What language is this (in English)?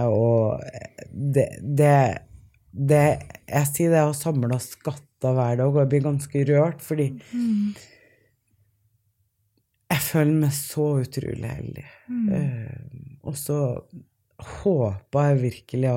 Norwegian